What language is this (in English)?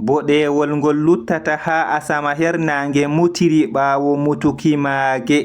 Fula